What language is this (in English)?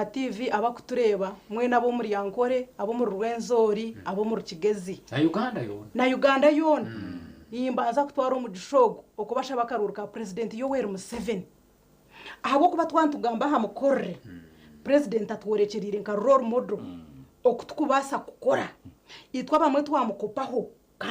Nyankole